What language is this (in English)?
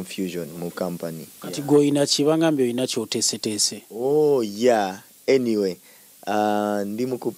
Ganda